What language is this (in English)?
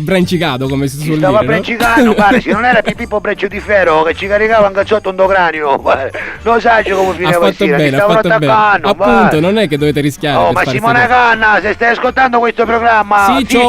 Sicilian